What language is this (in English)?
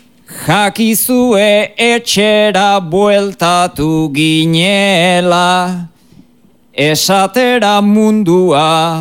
Basque